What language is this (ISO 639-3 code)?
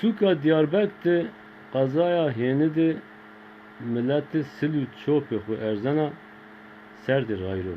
zza